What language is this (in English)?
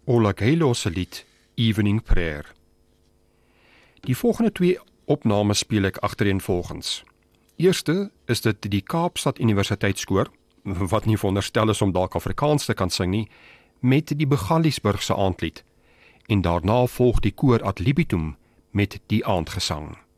Afrikaans